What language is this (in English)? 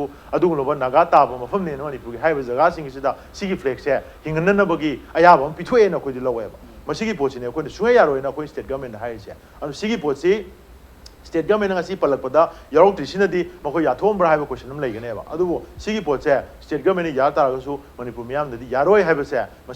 Manipuri